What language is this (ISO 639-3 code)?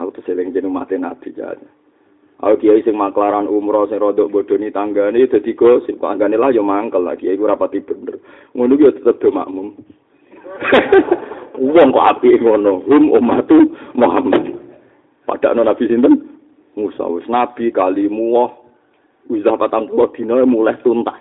jav